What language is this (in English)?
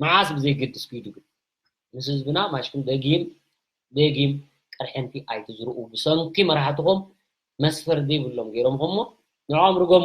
Tigrinya